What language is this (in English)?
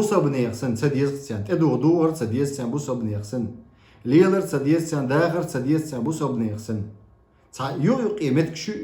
Chechen